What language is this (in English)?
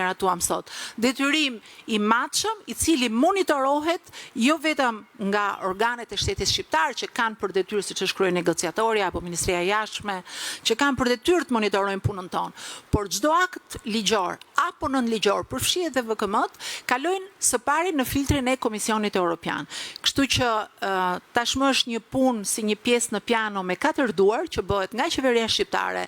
Albanian